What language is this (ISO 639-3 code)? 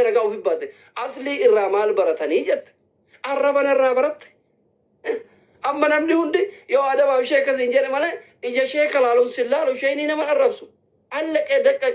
orm